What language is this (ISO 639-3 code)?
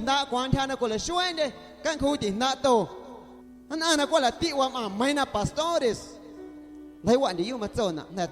amu